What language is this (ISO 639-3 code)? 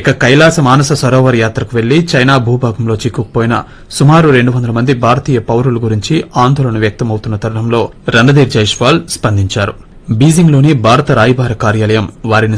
tel